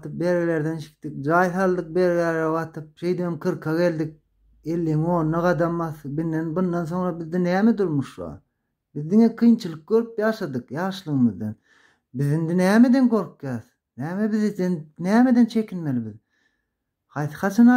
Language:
Turkmen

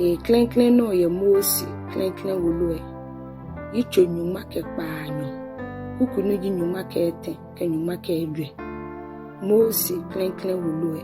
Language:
Ga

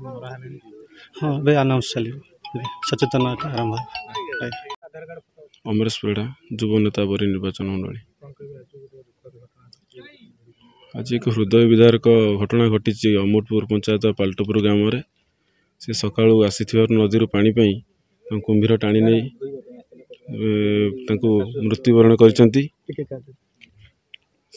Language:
Odia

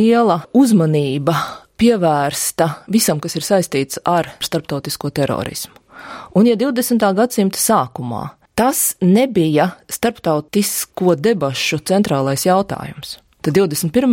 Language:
Latvian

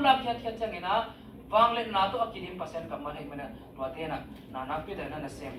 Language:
Tedim Chin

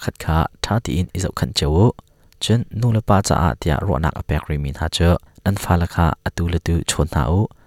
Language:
Hakha Chin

